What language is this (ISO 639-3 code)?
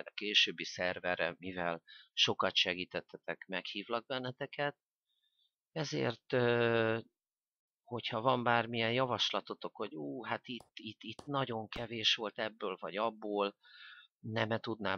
hun